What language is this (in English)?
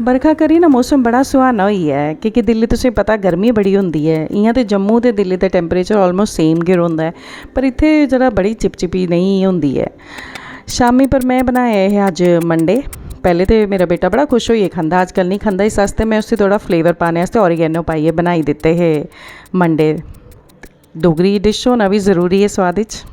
Dogri